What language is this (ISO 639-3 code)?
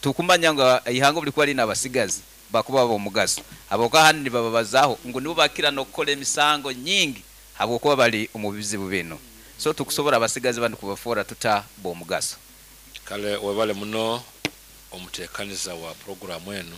nyn